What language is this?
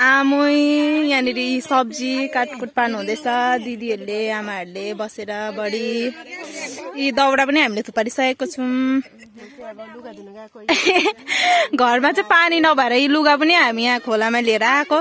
Nepali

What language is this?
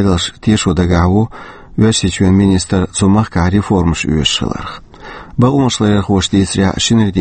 Chechen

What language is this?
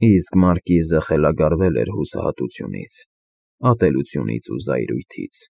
Armenian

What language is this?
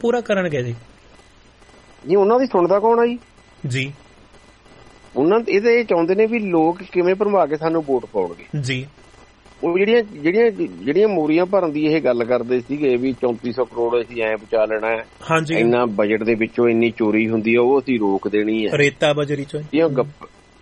Punjabi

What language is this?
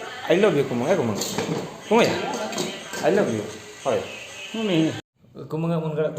Santali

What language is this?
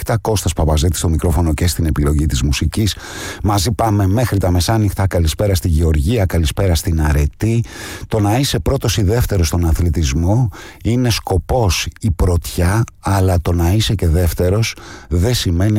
Greek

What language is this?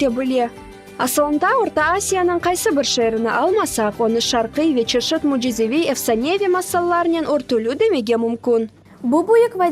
Crimean Tatar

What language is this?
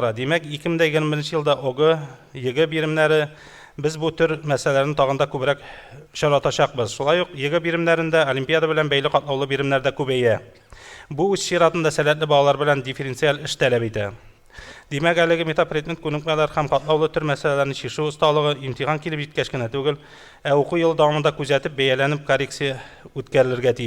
Tatar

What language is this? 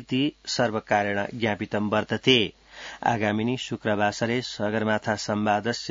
Sanskrit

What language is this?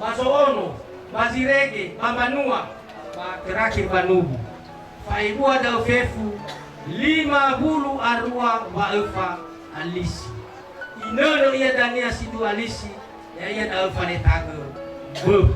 Nias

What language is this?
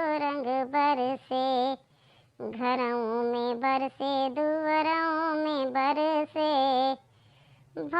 Bhojpuri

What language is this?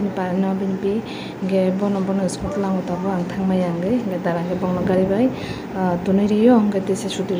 Kok Borok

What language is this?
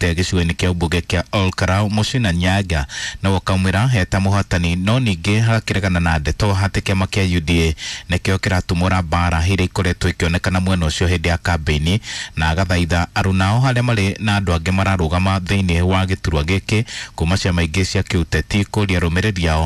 Kikuyu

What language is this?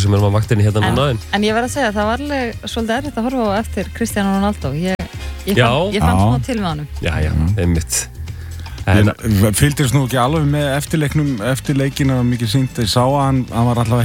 Icelandic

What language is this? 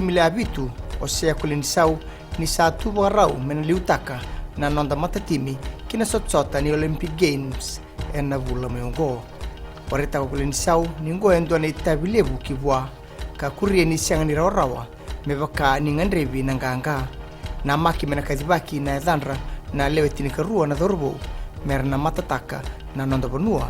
Fijian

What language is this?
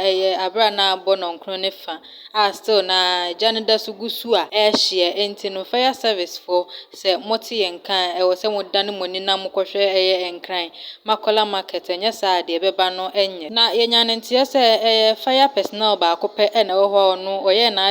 Akan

